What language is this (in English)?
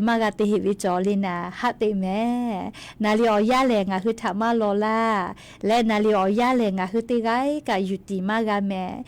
Lahu